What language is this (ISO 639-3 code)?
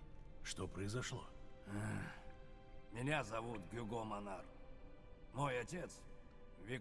rus